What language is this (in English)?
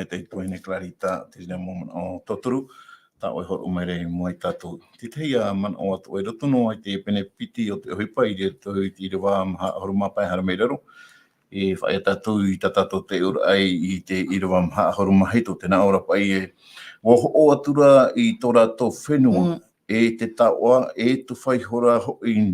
Tahitian